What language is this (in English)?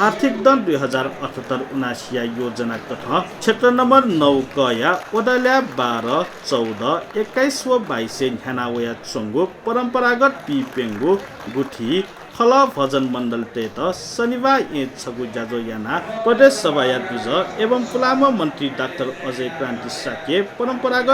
Newari